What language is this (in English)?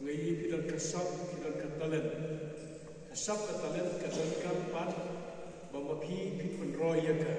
Khasi